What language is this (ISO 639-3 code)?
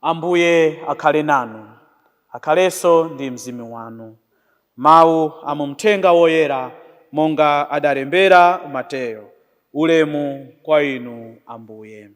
nya